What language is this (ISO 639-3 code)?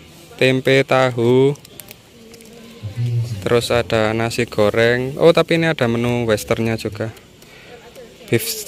ind